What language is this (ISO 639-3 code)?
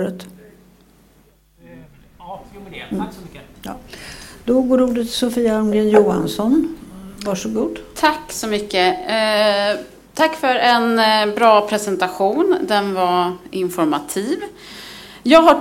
swe